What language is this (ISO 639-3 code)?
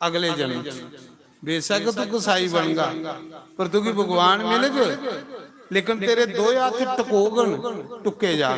doi